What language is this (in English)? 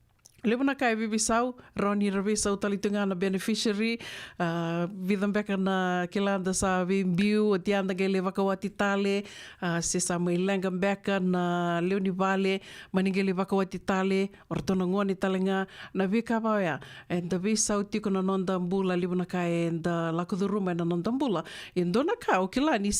Fijian